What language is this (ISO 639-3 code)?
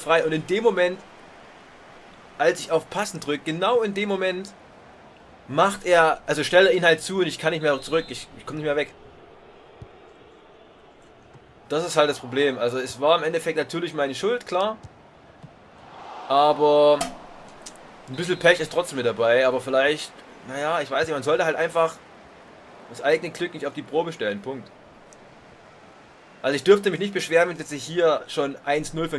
deu